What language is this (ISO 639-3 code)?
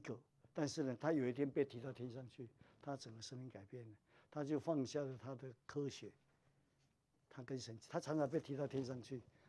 zho